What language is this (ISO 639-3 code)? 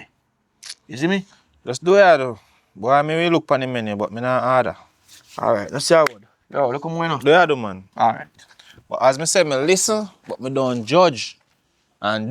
jam